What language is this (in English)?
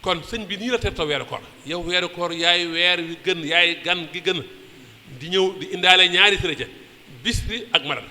Wolof